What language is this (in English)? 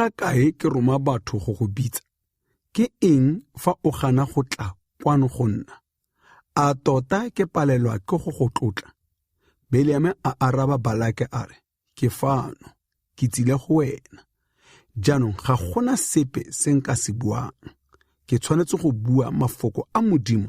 Tswana